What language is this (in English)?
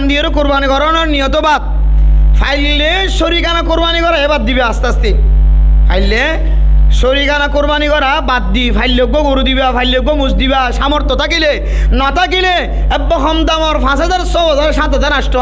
Rohingya